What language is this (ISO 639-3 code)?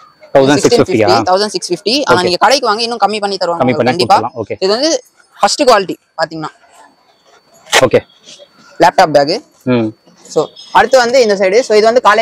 tam